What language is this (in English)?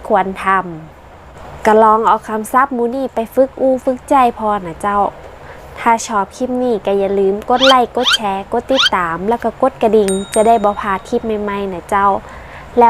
Northern Thai